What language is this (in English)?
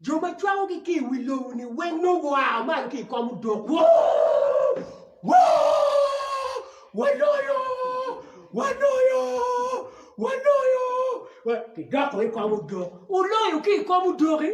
Acoli